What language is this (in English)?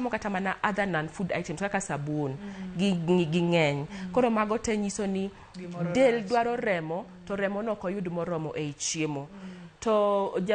Luo (Kenya and Tanzania)